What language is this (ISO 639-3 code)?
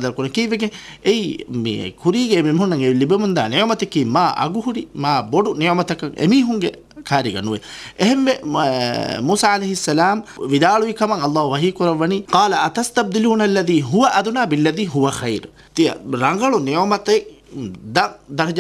div